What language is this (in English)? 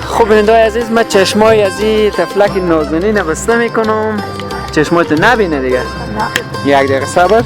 Persian